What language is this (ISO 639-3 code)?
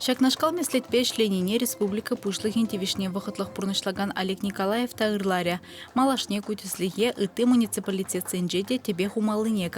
chv